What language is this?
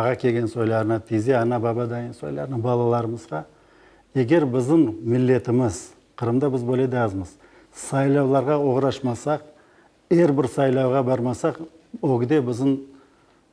Crimean Tatar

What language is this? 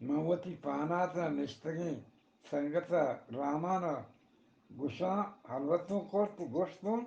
Eastern Balochi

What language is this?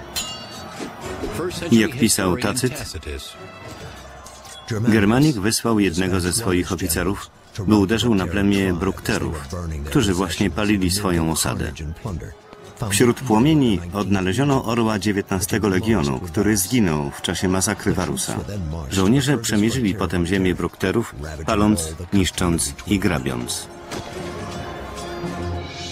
Polish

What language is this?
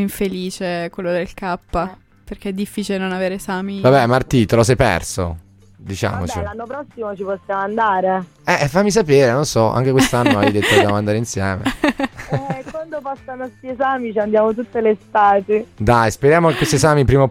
Italian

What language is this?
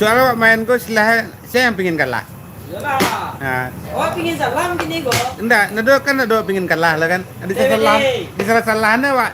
Minangkabau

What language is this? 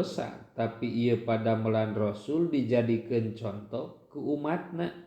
Sundanese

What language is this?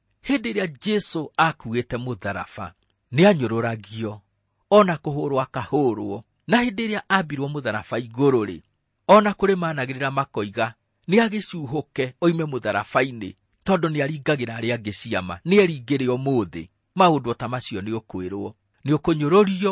Kikuyu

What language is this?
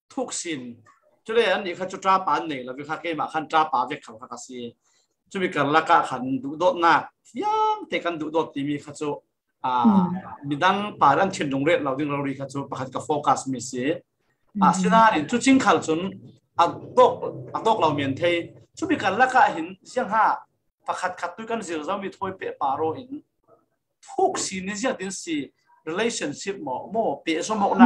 Falam Chin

